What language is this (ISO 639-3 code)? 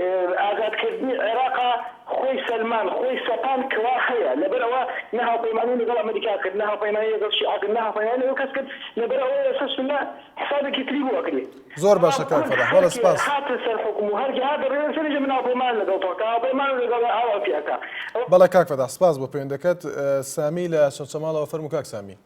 ckb